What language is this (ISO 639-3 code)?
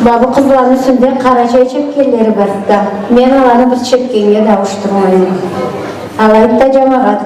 krc